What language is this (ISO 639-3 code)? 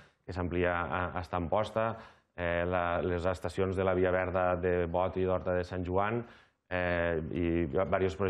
cat